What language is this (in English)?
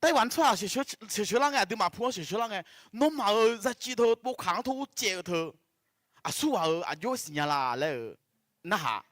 Akha